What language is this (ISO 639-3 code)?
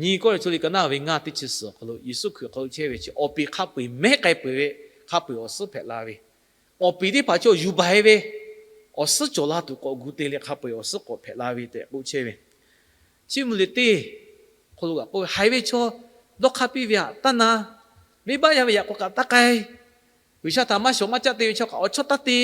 lhu